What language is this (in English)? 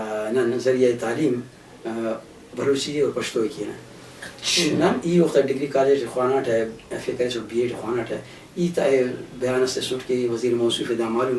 Brahui